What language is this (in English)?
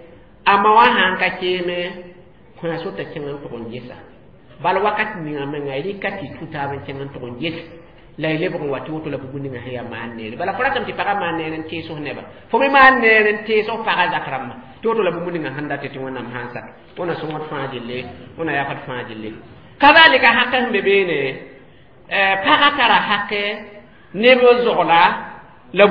Mossi